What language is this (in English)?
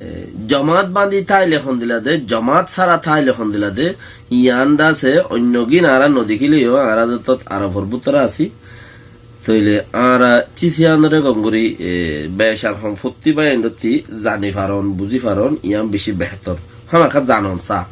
Rohingya